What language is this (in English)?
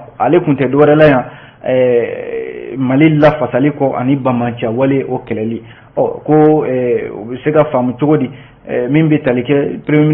Bambara